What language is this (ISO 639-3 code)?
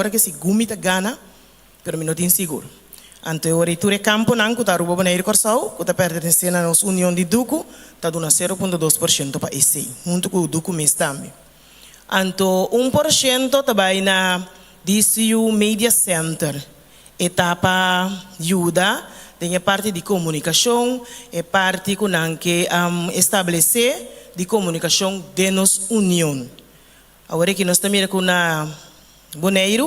pap